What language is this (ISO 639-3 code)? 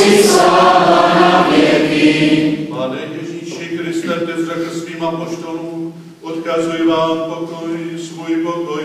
ces